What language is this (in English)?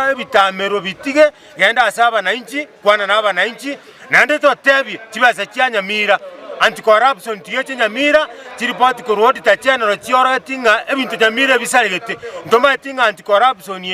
Gusii